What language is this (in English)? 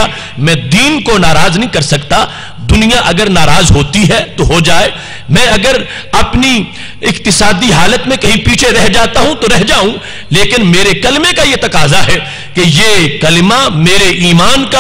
Urdu